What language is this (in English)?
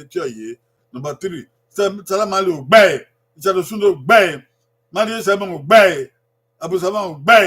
Bini